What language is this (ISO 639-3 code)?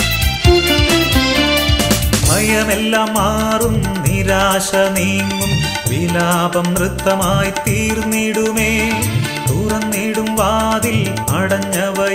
mal